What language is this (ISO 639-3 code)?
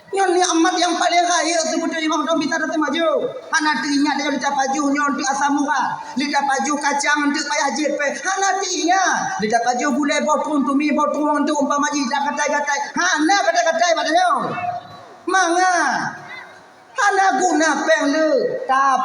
ace